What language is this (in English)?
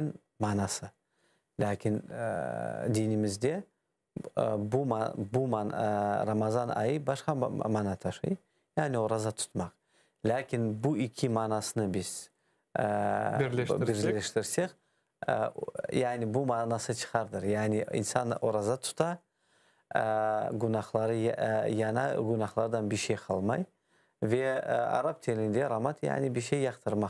Crimean Tatar